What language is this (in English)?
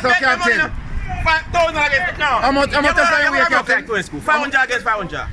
Jamaican Creole English